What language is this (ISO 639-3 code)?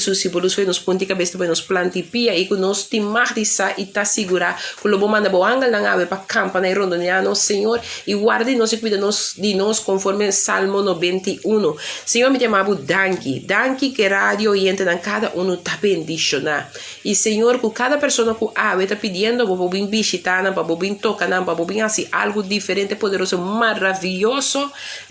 pap